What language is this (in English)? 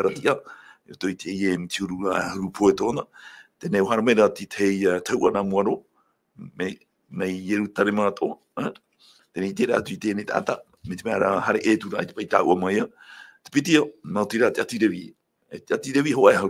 Tahitian